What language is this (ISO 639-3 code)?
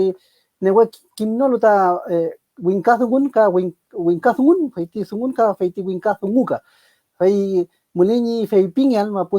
arn